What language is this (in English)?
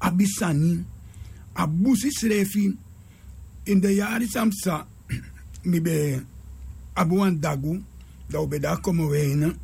Sranan Tongo